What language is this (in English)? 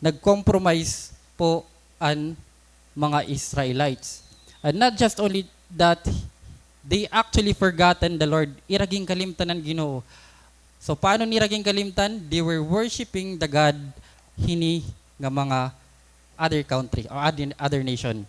Waray